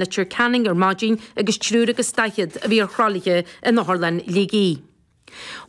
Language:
Irish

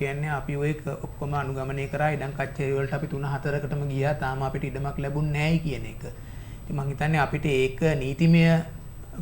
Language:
Sinhala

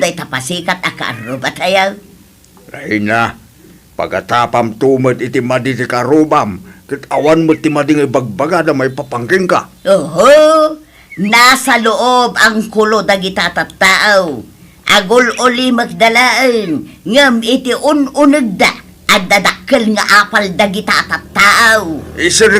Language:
Iloko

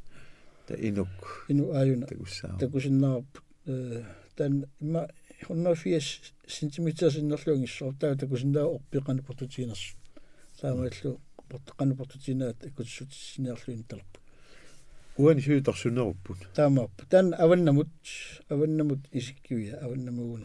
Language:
Kalaallisut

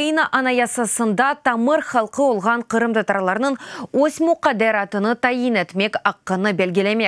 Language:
Crimean Tatar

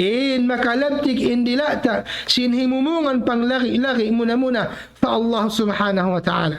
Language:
Tausug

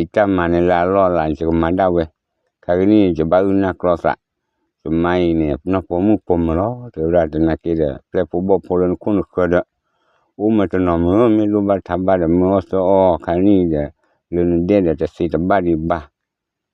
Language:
S'gaw Karen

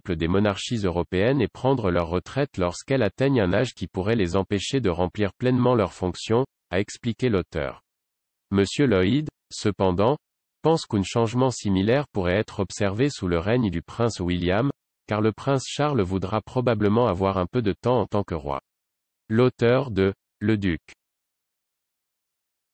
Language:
French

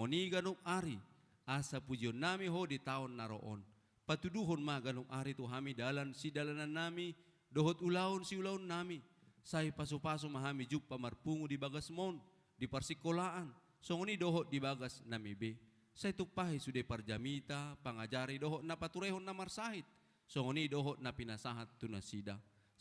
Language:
Batak Toba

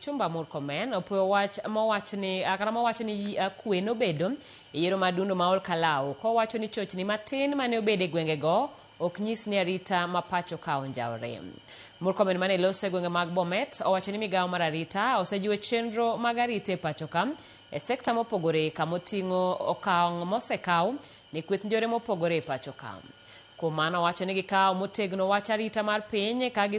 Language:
Luo (Kenya and Tanzania)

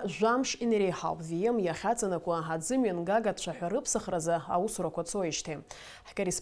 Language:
Abkhazian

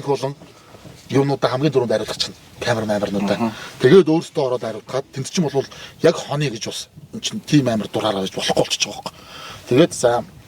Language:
Mongolian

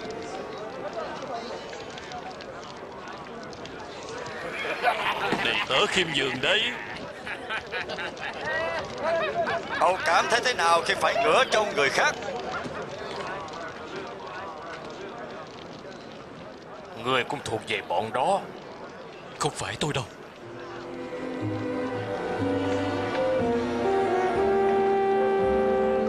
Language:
Vietnamese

